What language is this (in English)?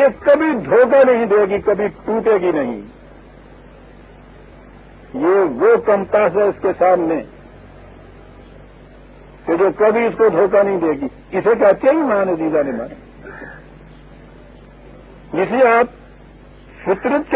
Urdu